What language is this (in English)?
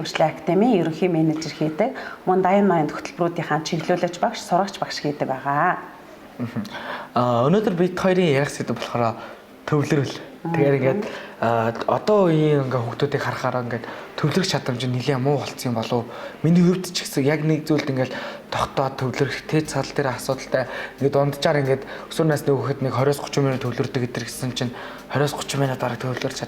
Mongolian